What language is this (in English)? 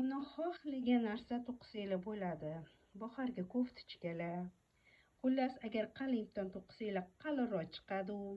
Uzbek